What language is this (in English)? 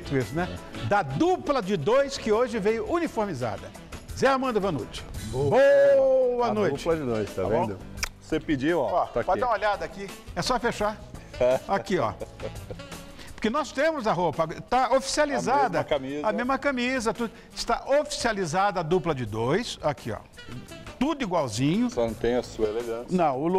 Portuguese